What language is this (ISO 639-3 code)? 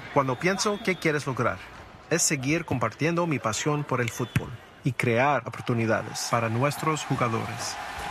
spa